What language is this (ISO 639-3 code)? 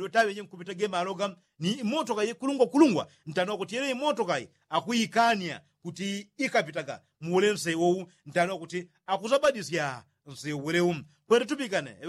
yao